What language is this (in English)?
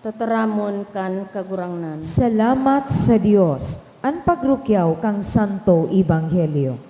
Bikol